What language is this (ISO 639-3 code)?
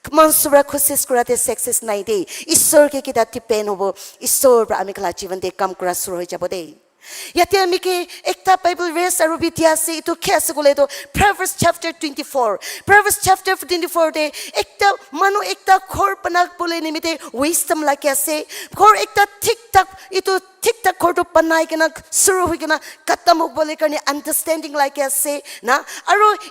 nag